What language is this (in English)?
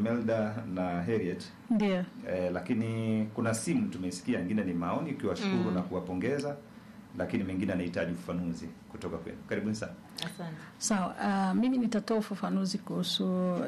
Swahili